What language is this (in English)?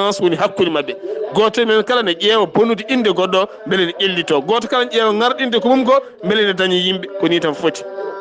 Fula